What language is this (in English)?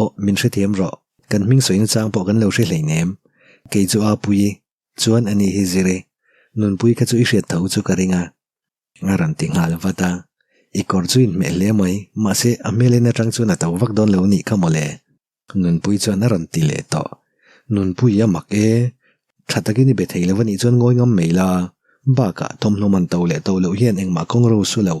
Mizo